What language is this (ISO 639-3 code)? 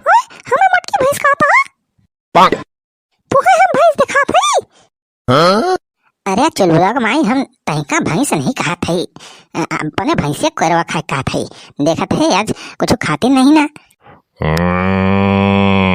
awa